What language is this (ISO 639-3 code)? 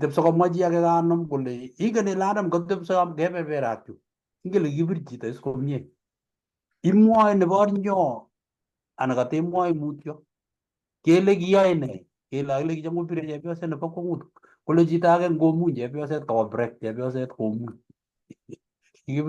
kln